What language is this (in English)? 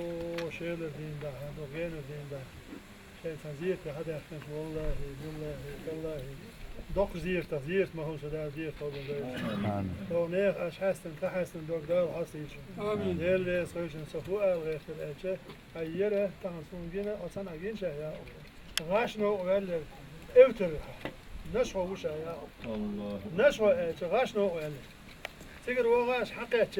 Chechen